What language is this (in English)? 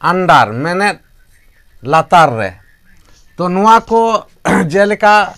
Santali